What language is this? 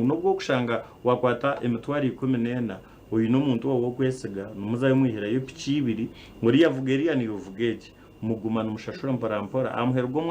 Nyankole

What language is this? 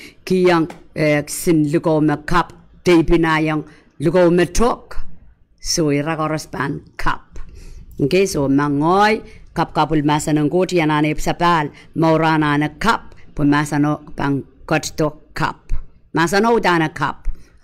Pohnpeian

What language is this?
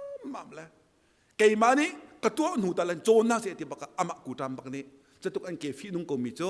Hakha Chin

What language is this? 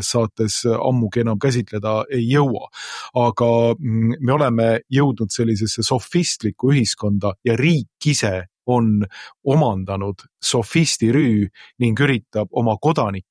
Estonian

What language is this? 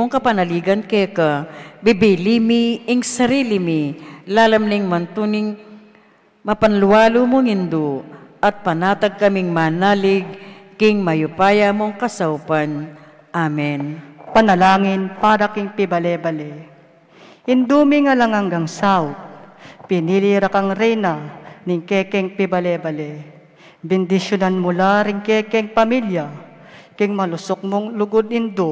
Pampanga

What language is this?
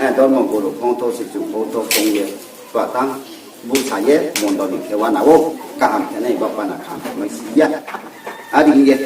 Riang (India)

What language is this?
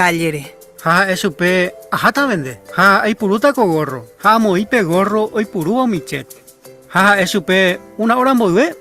Guarani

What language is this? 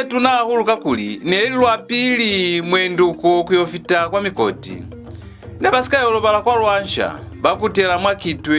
Lozi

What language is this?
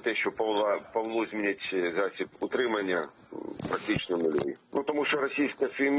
Crimean Tatar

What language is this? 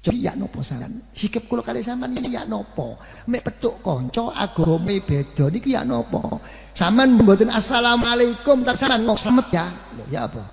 Javanese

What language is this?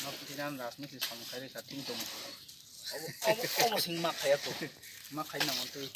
Kok Borok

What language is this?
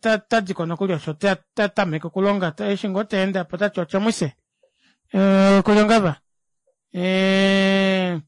Kuanyama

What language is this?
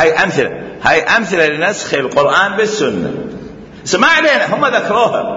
Mesopotamian Arabic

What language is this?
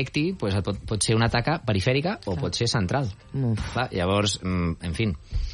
Catalan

